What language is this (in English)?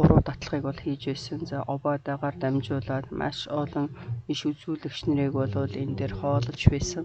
Mongolian